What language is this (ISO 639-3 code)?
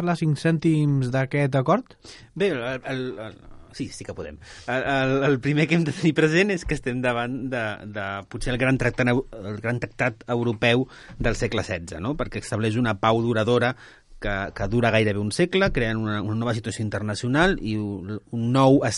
cat